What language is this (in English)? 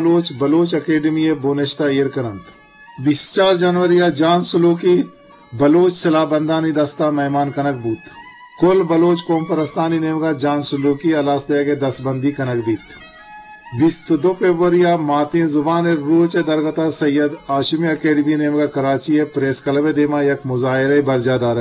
Eastern Balochi